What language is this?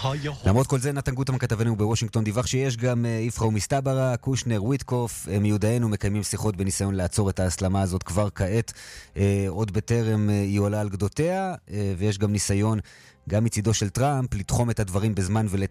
Hebrew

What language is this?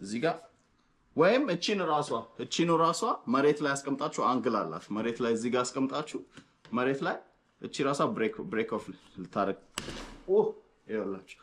Amharic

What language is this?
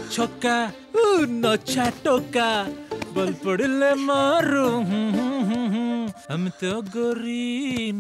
Odia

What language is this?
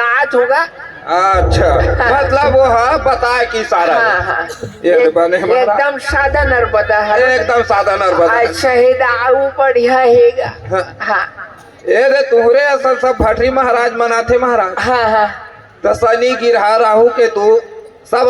Chhattisgarhi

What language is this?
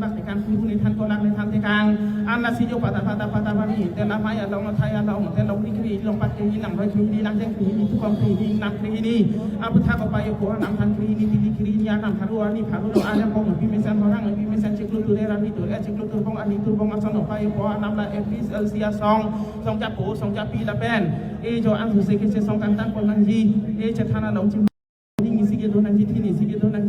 Karbi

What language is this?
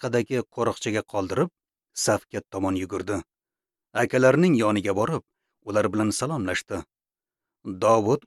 Uzbek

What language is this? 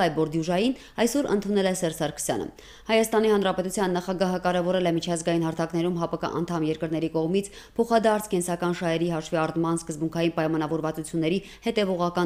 Armenian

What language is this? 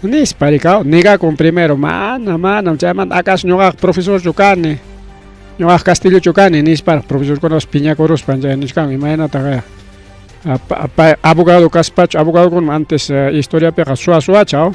Ayacucho Quechua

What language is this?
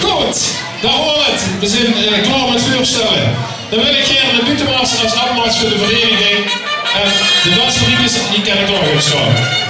Limburgish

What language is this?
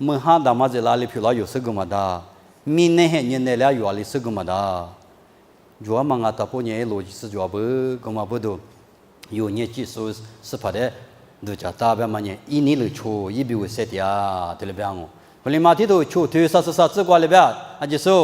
Lisu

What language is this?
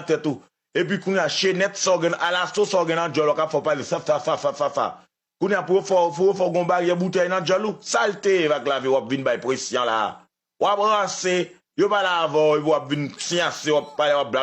Haitian Creole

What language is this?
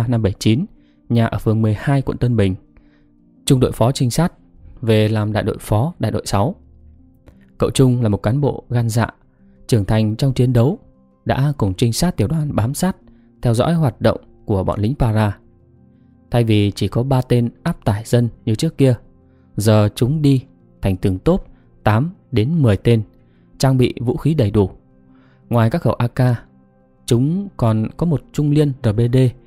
Vietnamese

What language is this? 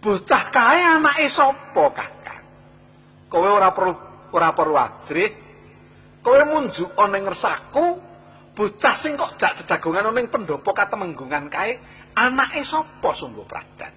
Javanese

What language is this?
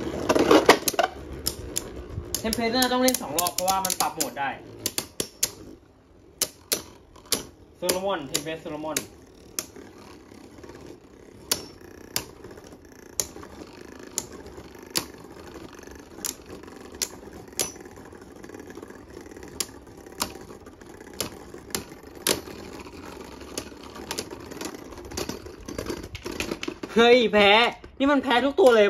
Thai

